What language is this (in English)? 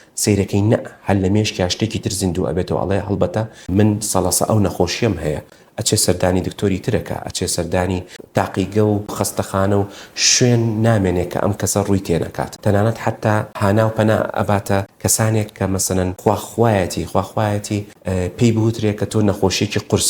Central Kurdish